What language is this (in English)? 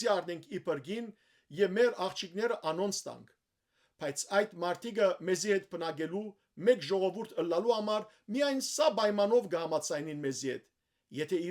Western Armenian